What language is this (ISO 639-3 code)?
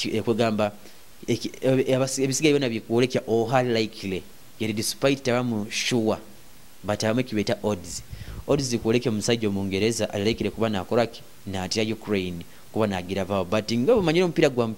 nyo